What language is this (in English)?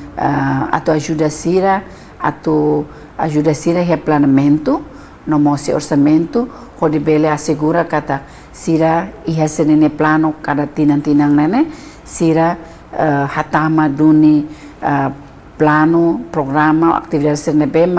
Tetum